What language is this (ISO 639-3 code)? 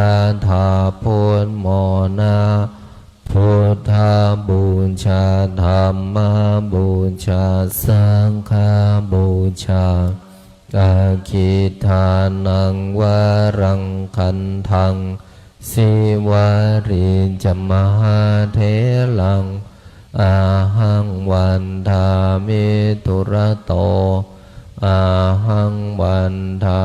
pli